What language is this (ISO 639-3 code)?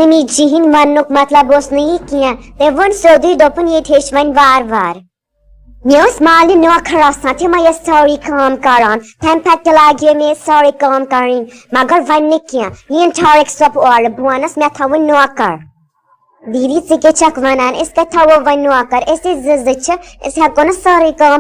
kas